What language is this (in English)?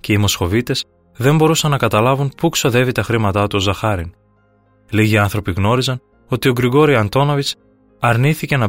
Greek